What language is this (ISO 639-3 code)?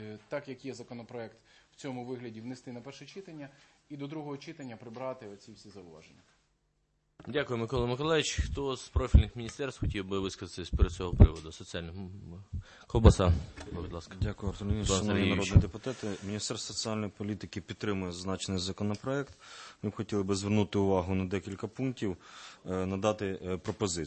ukr